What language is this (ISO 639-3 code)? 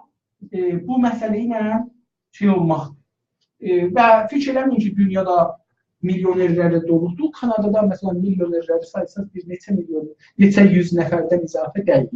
azb